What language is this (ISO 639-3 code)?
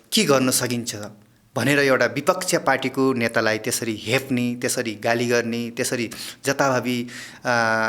nep